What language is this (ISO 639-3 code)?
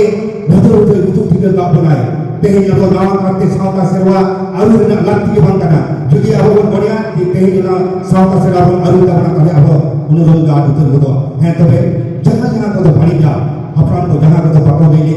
sat